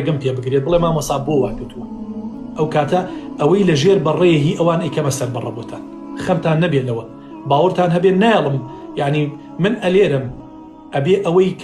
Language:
Central Kurdish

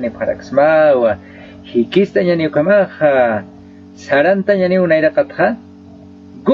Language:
Aymara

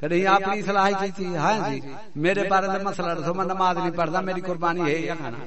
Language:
Saraiki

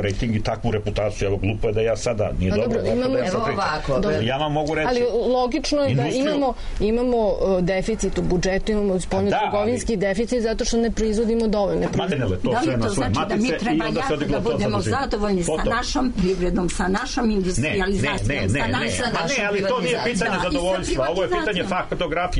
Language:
Serbian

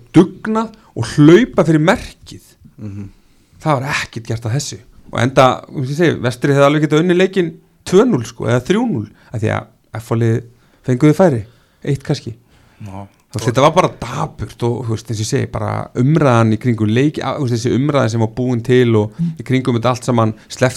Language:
Icelandic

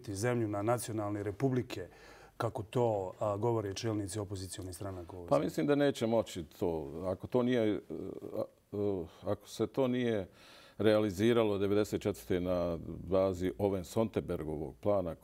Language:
Bosnian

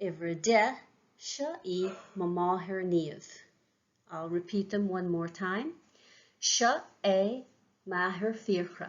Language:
Irish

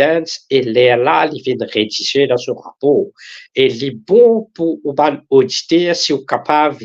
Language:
Morisyen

